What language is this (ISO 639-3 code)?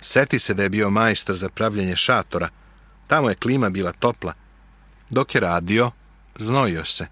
srp